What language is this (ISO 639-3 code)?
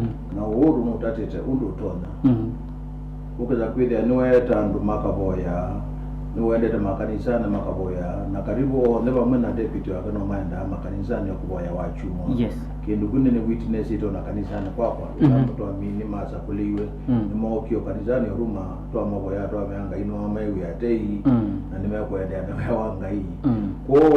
kam